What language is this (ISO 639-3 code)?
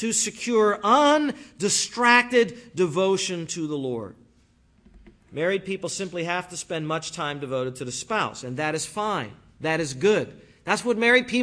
eng